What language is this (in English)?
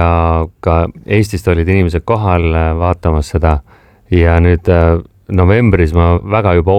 Estonian